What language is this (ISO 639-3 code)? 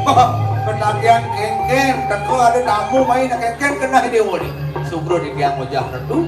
ban